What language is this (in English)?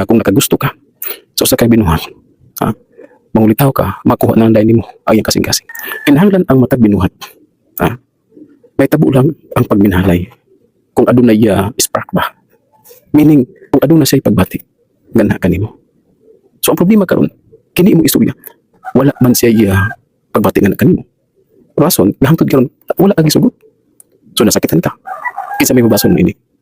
Cebuano